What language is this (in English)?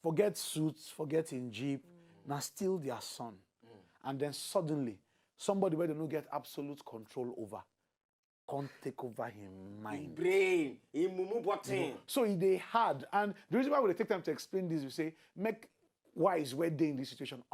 Nigerian Pidgin